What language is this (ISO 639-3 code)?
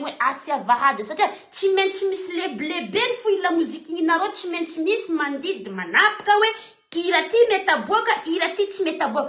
mlg